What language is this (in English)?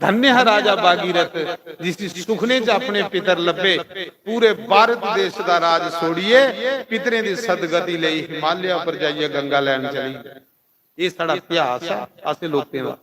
Dogri